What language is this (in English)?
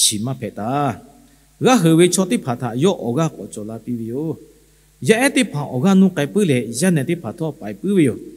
Lahu